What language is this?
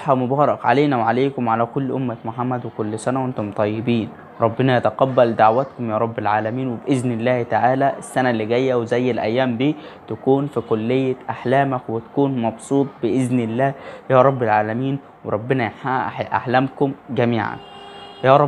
Egyptian Arabic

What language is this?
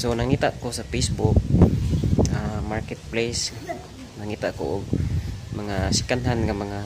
Cebuano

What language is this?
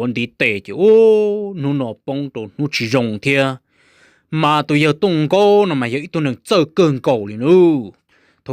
Hmong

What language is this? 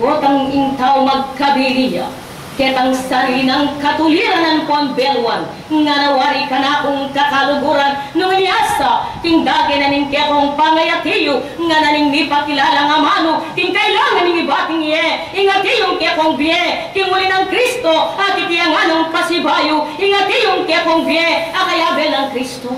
Pampanga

